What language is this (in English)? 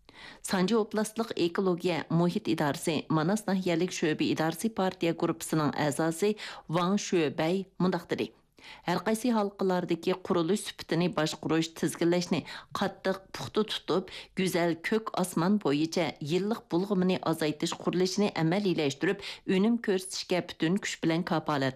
Uyghur